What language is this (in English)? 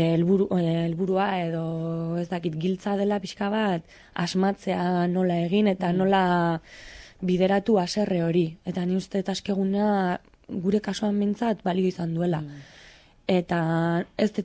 Basque